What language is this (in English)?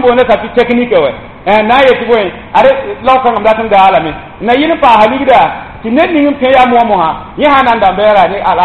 Mossi